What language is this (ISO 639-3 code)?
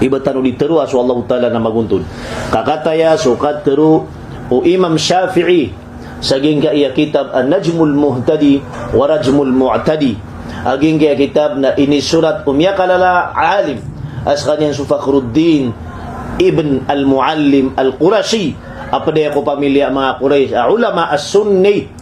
mrw